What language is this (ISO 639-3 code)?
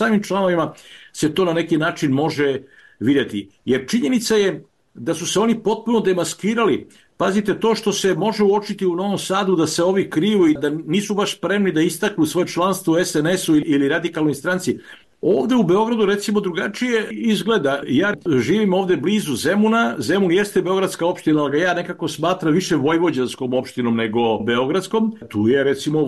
srp